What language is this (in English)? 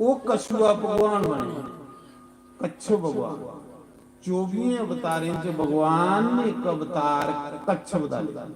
Dogri